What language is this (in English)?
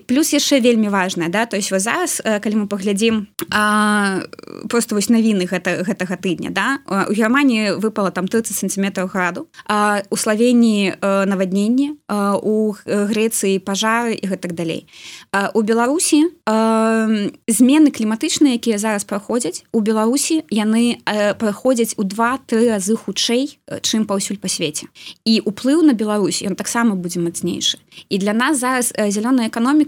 Belarusian